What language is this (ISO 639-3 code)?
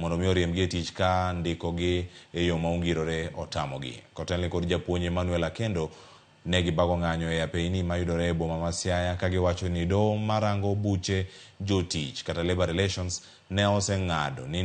luo